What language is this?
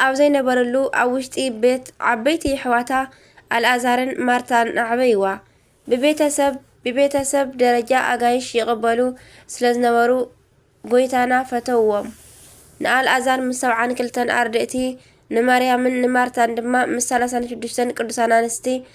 Tigrinya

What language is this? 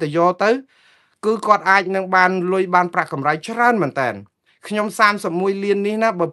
Khmer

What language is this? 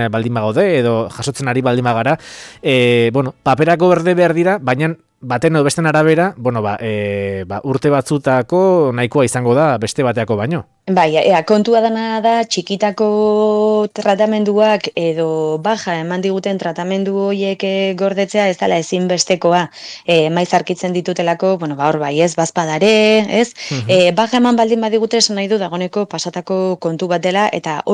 Basque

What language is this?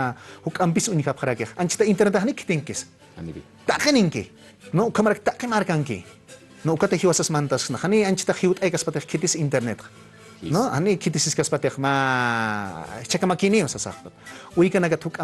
Aymara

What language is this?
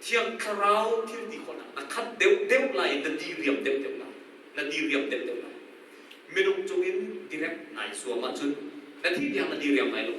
Hakha Chin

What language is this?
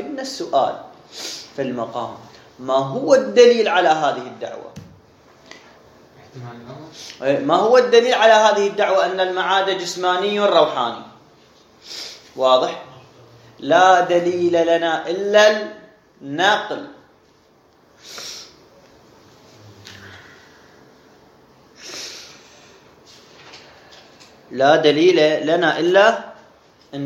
Arabic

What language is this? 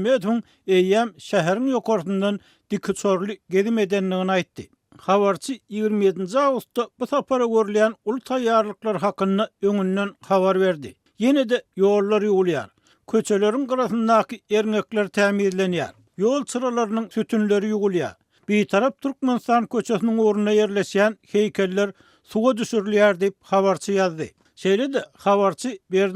Turkmen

